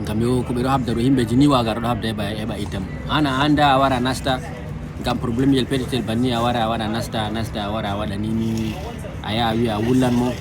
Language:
Fula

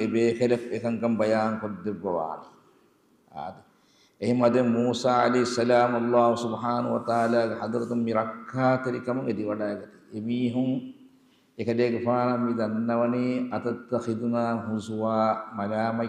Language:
Divehi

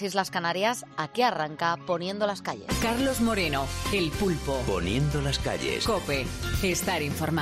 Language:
Spanish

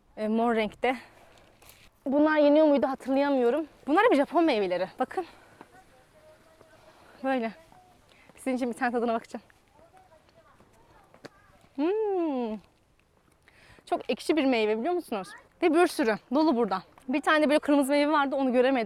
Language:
Turkish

